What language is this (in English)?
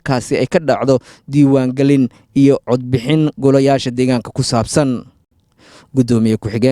Somali